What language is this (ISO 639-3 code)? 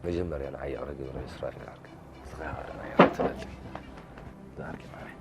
tir